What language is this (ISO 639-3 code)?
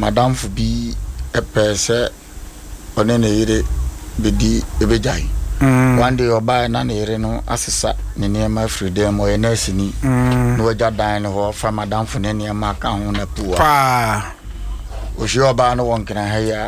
aka